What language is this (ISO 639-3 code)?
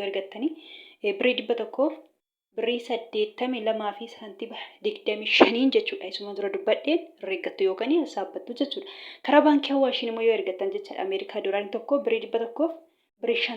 orm